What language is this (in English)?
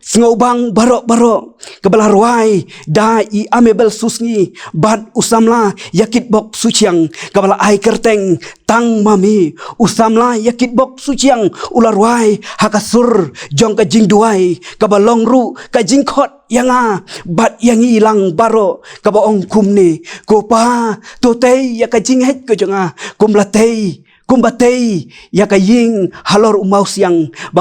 Khasi